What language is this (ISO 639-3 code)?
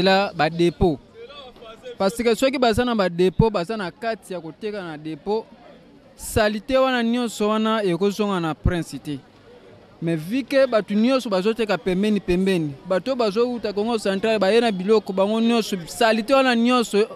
lin